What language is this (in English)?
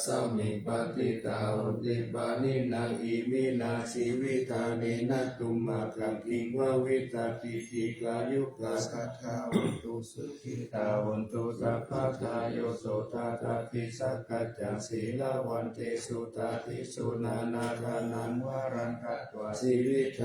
Pali